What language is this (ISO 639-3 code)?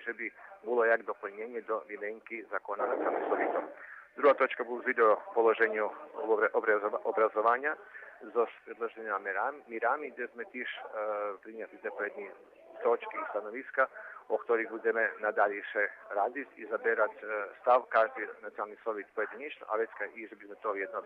rue